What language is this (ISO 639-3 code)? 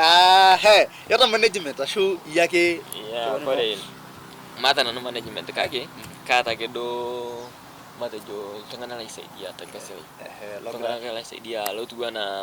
mas